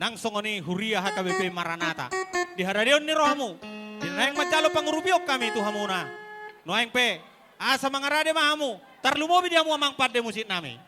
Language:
Batak Toba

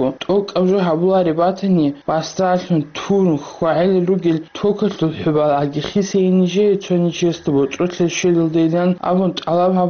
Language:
Avaric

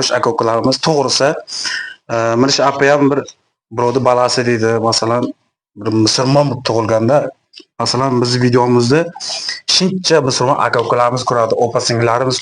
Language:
Uzbek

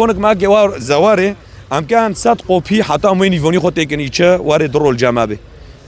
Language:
Kurdish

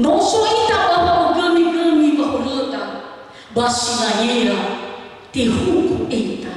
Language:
Nias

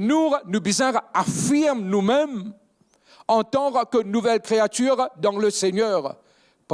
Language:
Morisyen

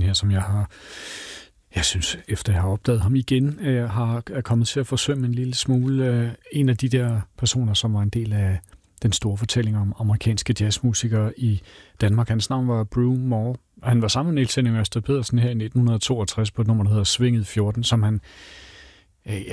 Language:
Danish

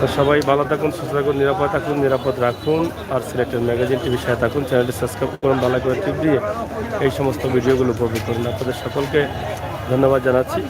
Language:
Sylheti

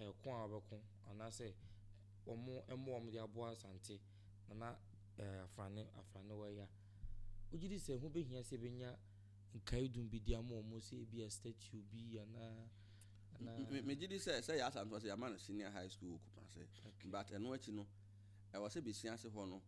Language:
Akan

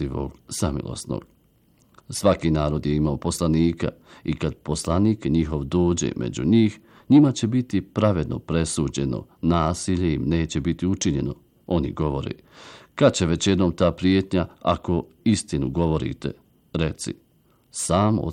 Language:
Bosnian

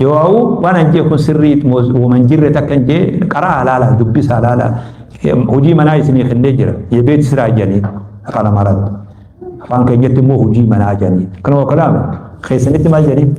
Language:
Oromo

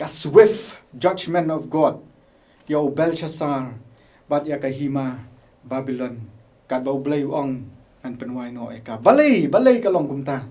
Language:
Khasi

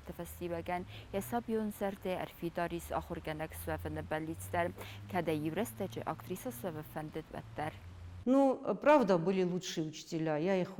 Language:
Ossetic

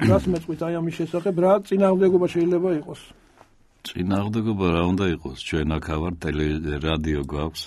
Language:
Georgian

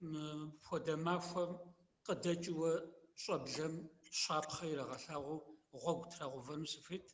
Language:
Kabardian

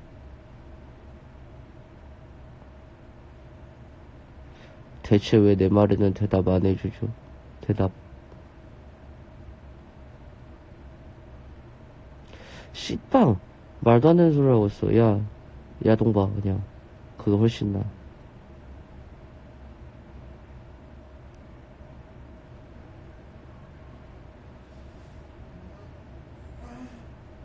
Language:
Korean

